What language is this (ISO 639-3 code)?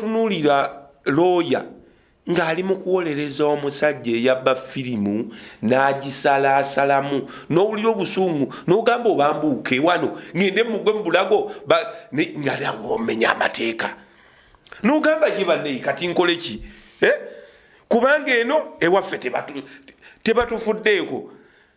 lug